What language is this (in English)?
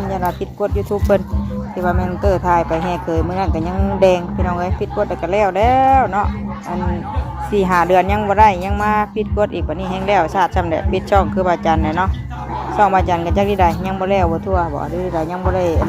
Northeastern Thai